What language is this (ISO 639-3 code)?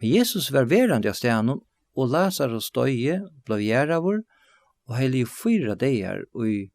fao